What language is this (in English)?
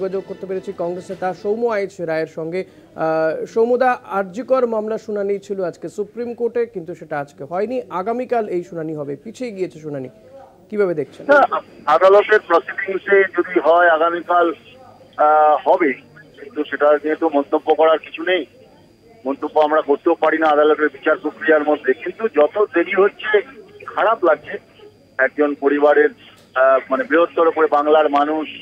Bangla